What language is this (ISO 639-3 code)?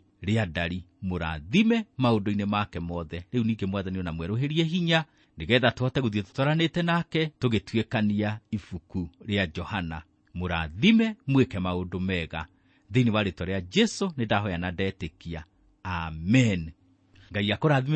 kik